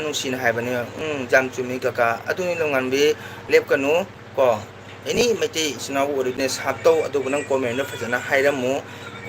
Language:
Manipuri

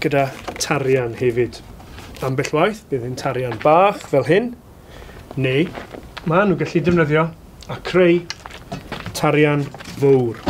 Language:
Welsh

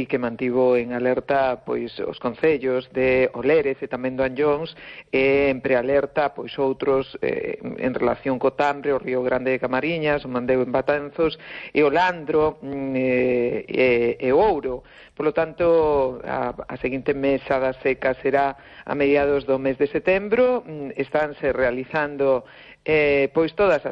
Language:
Galician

